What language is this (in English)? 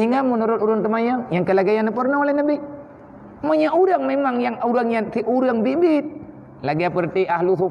Achinese